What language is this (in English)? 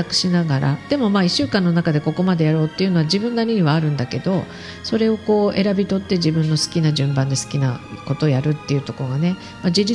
Japanese